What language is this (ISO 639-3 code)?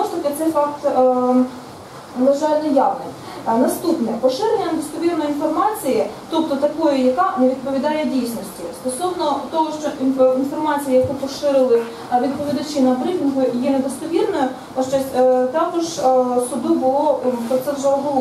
ukr